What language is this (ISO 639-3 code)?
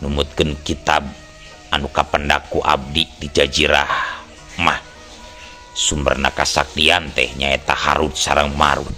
sun